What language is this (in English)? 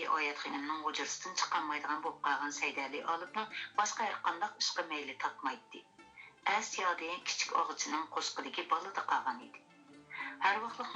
Uyghur